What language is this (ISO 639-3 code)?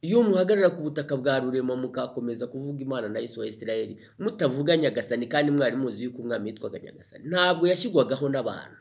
kin